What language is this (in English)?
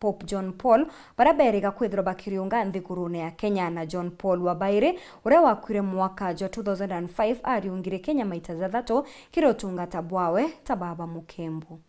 Meru